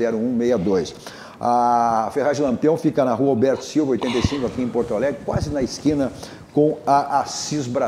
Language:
Portuguese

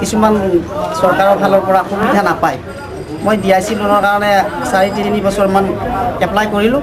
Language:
Assamese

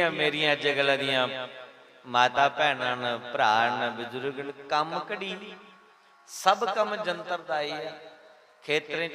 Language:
Dogri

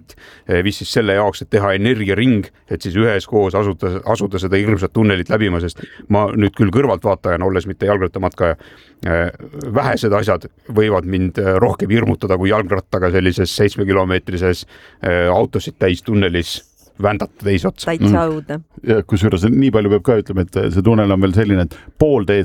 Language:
Estonian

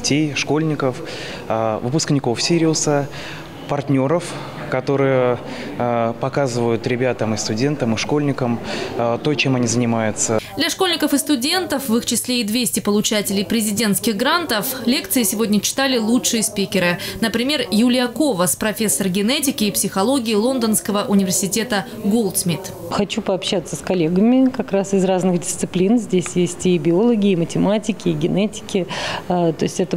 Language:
Russian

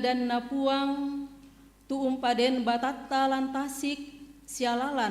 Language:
Toraja-Sa'dan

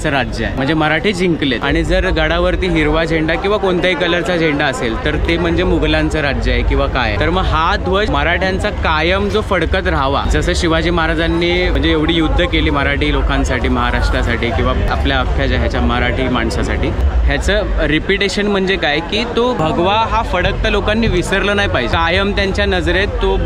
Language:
Marathi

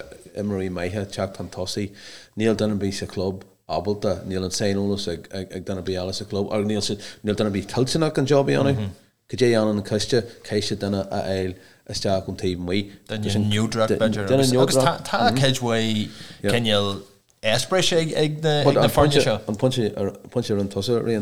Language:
Irish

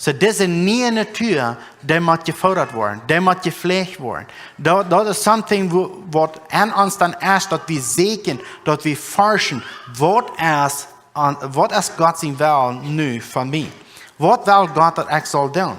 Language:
Plautdietsch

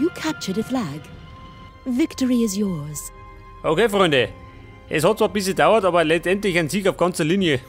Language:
Bavarian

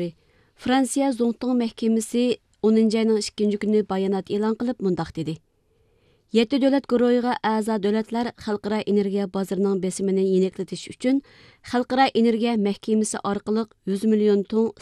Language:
Uyghur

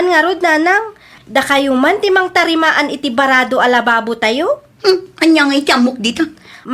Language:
Iloko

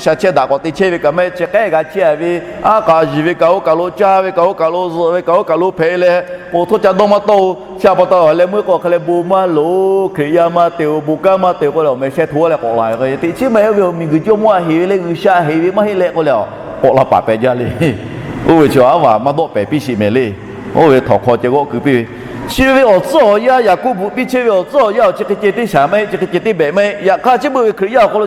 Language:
Lahu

